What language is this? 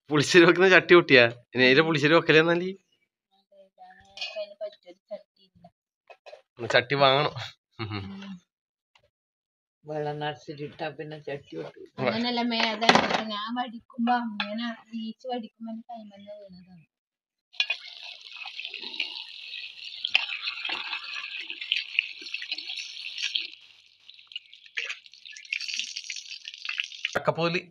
Malayalam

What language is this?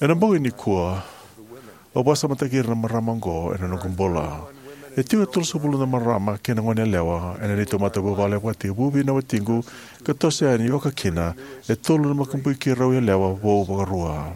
Fijian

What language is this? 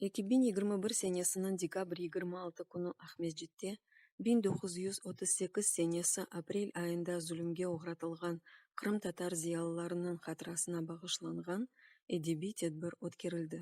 Crimean Tatar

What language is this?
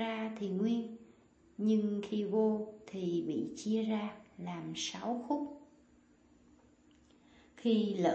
Vietnamese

